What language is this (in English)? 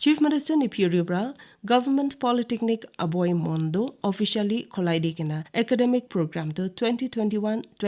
Naga Pidgin